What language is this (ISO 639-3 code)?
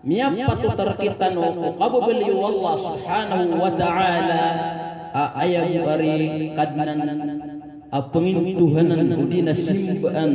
mrw